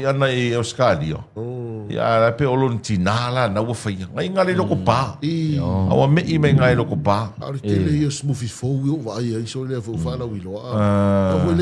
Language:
Samoan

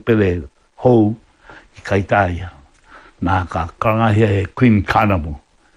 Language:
Māori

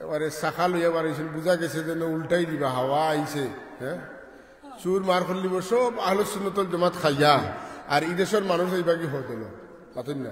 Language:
Sylheti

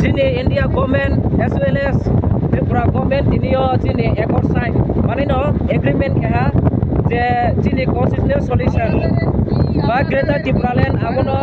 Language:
Riang (India)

